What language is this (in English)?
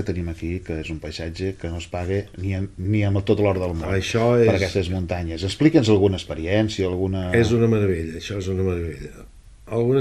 Catalan